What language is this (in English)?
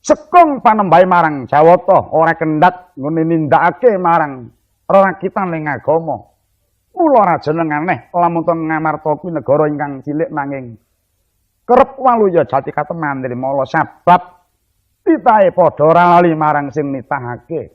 Javanese